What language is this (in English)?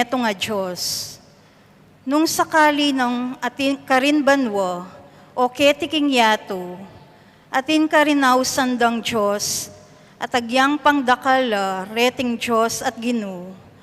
Pampanga